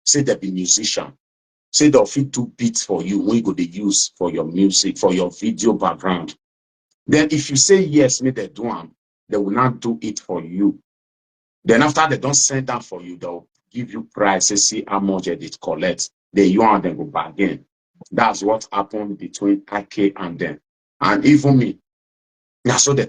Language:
Nigerian Pidgin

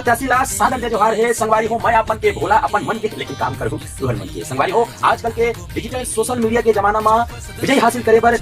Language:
Chhattisgarhi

